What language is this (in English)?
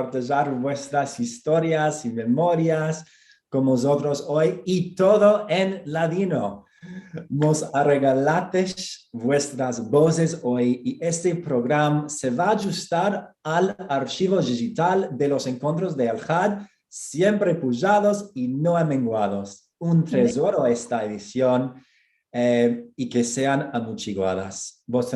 Ladino